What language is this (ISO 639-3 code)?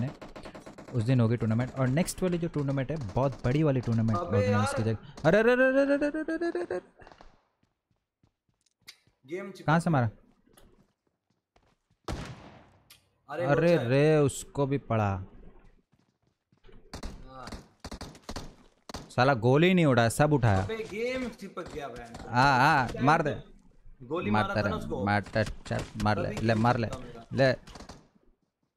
hin